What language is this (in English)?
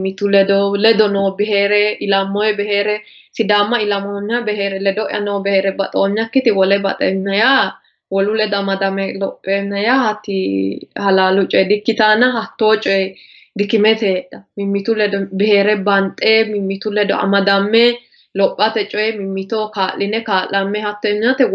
Sidamo